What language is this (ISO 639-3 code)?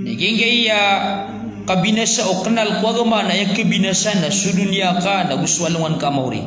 mrw